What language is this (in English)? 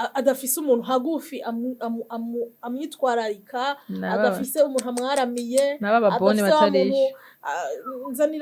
Rundi